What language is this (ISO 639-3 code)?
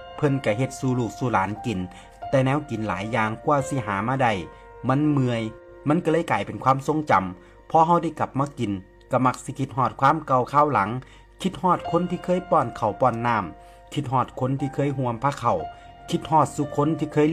tts